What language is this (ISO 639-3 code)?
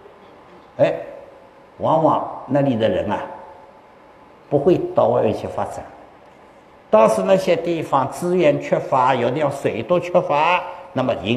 zho